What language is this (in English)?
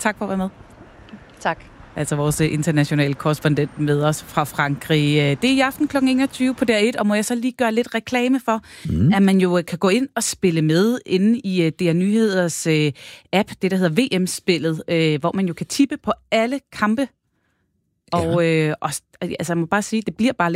Danish